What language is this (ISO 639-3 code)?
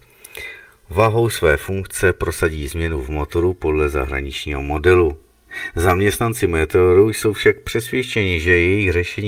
ces